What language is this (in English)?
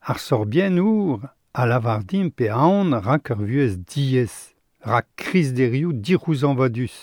Breton